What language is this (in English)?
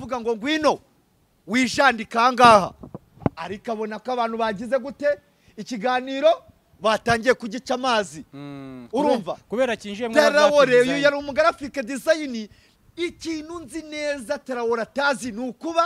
Kinyarwanda